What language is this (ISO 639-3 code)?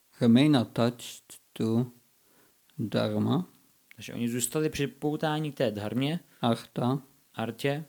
ces